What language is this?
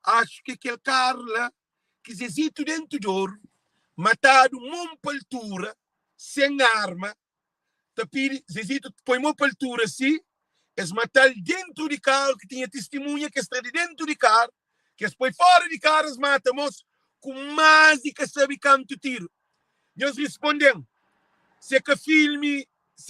Kabuverdianu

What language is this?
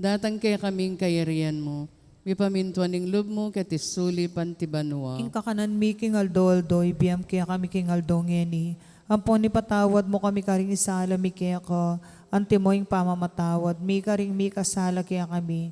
Pampanga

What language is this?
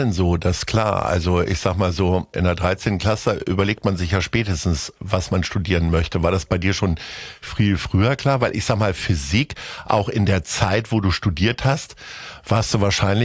German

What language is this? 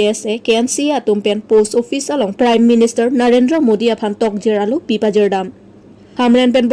Karbi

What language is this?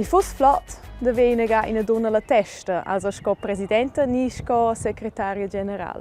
Romansh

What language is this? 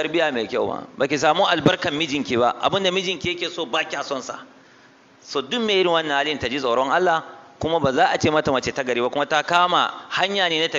Hausa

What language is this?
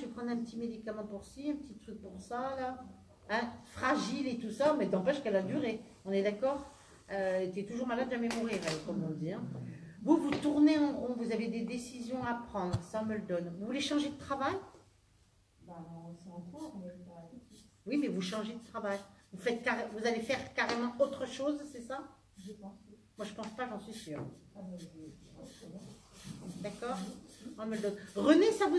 French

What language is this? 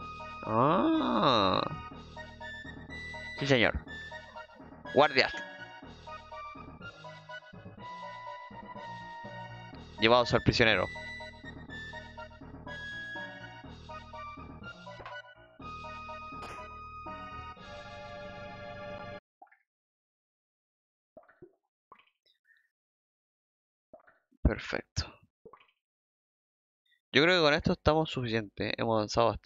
Spanish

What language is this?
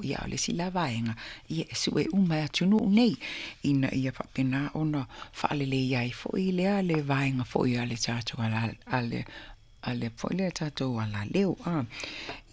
Samoan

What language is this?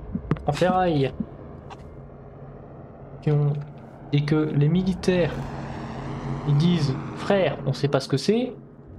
French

